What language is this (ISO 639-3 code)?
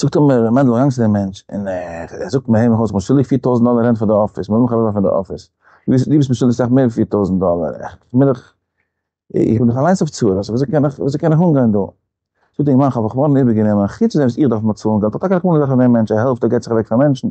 yid